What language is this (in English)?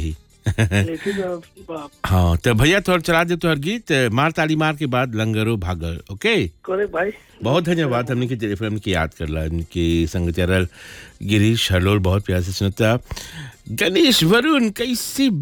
Bhojpuri